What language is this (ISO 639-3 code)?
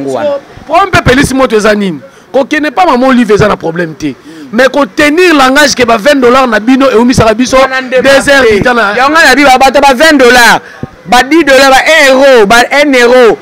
lin